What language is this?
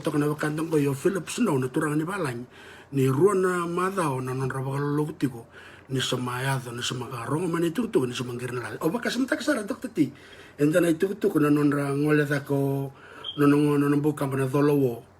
Fijian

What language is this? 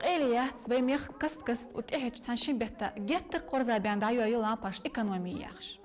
Ingush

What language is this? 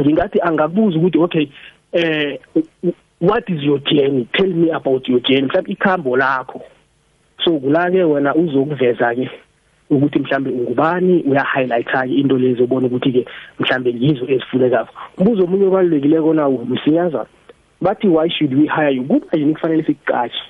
South Ndebele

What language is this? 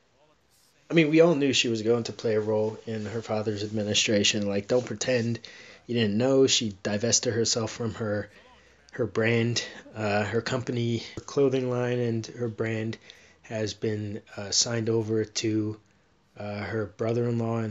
English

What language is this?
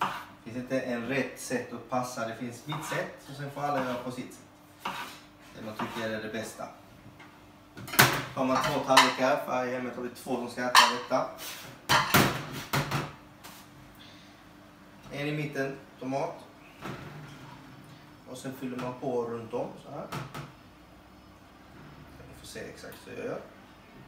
Swedish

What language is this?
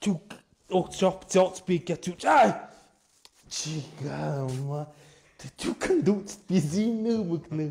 Tlahuitoltepec Mixe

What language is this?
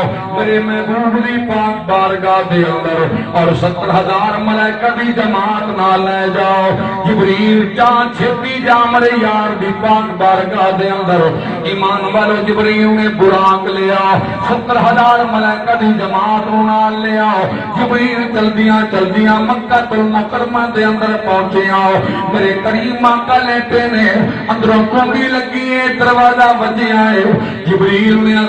Saraiki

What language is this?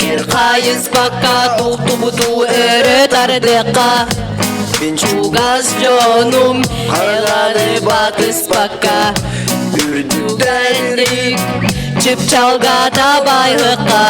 Yakut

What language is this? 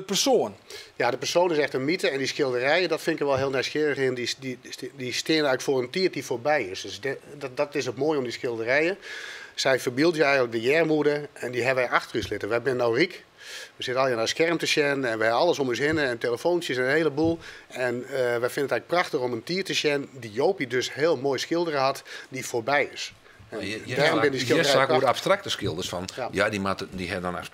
Western Frisian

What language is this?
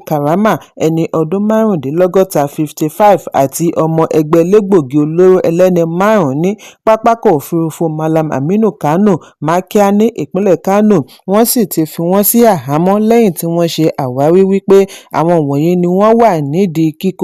Yoruba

